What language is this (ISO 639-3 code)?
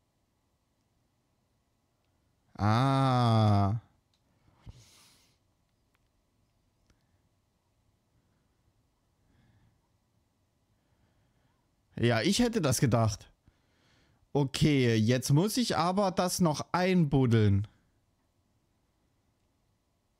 deu